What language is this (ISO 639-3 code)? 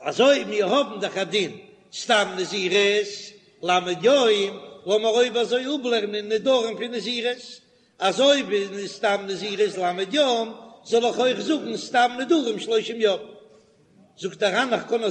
yid